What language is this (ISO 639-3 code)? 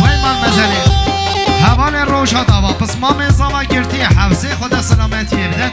kur